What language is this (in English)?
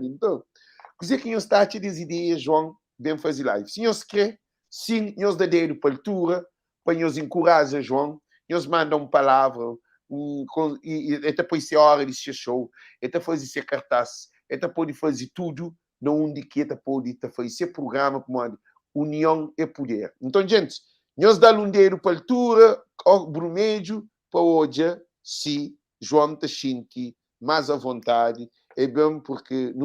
Kabuverdianu